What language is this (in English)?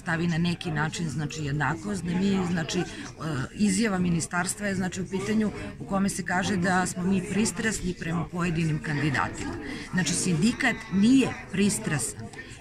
Serbian